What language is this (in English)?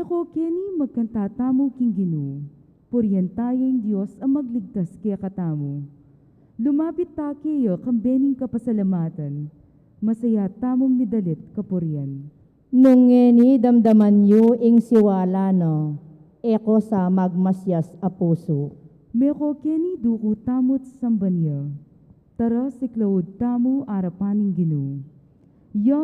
Pampanga